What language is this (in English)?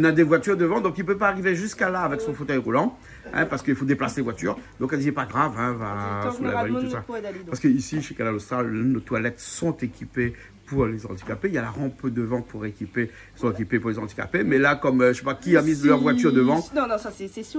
Réunion Creole French